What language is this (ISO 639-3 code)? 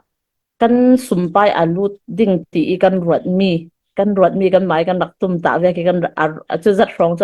cfm